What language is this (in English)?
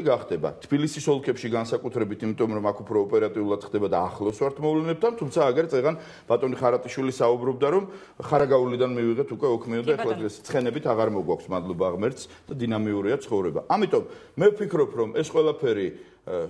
Georgian